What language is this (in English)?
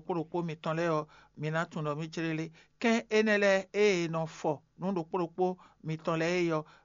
Fon